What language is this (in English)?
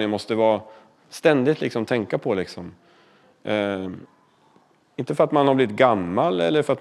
Swedish